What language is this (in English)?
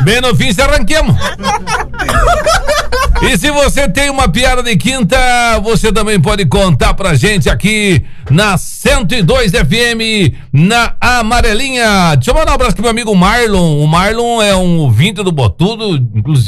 Portuguese